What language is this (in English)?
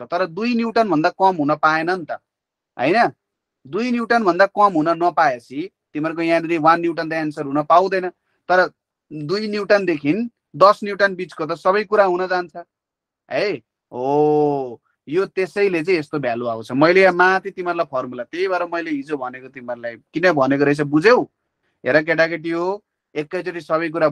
Nepali